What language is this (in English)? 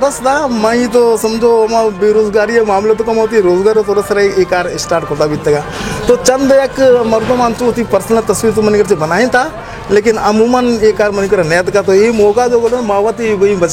Baluchi